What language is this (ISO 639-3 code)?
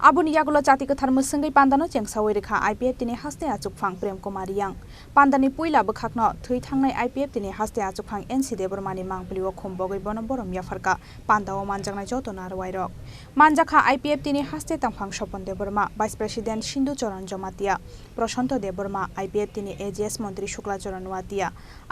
trp